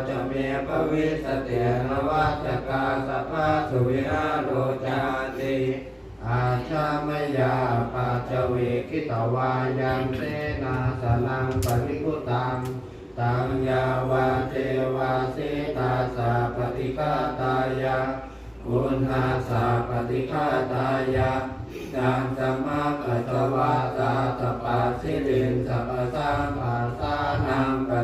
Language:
Pali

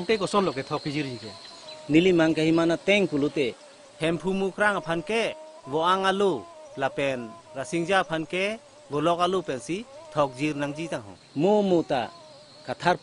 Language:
Karbi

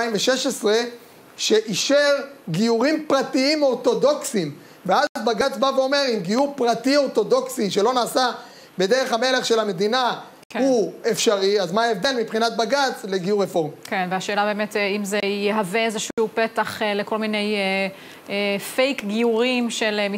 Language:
Hebrew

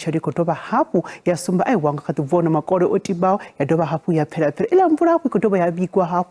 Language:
Venda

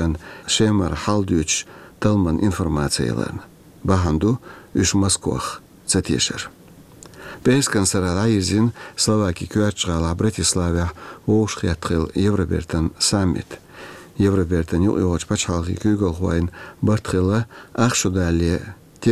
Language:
Chechen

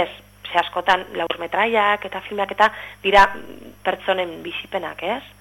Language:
Basque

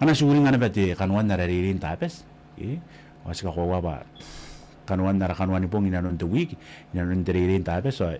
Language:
Gilbertese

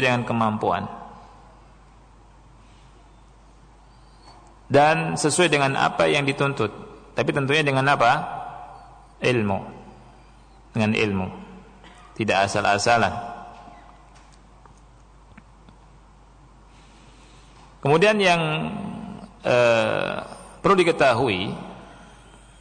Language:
Indonesian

